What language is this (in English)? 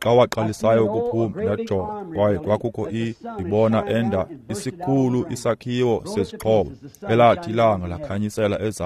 Xhosa